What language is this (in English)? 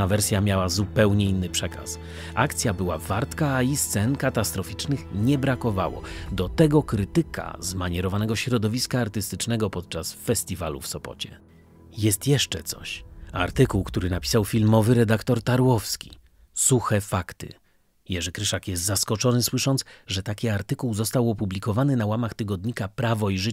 Polish